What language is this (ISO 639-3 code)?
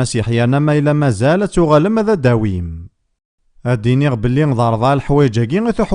kab